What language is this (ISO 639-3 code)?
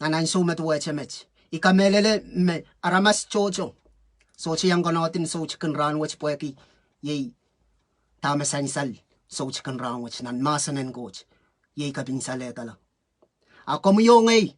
pon